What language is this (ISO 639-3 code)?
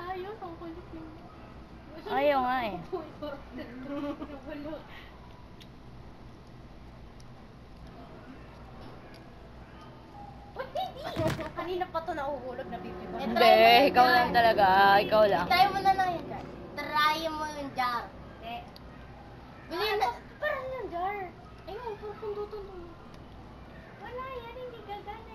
fil